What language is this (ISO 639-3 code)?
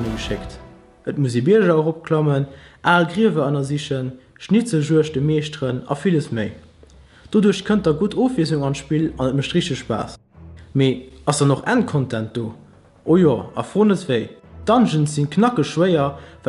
ltz